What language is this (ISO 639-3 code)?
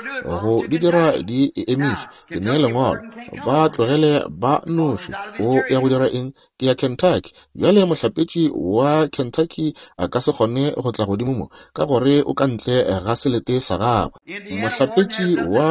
nso